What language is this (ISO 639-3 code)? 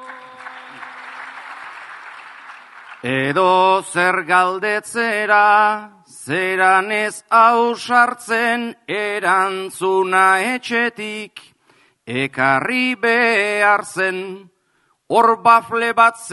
eus